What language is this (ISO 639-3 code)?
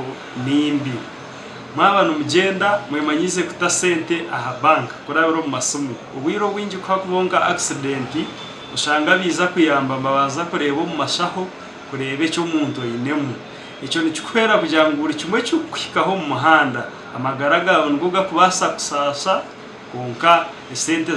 nyn